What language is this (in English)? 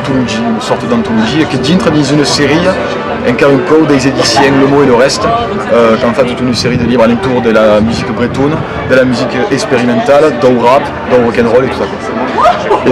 Occitan